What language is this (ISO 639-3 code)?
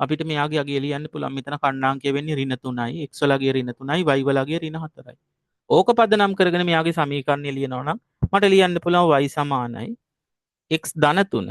sin